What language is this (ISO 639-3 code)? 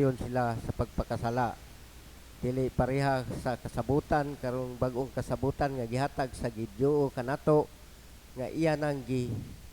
ceb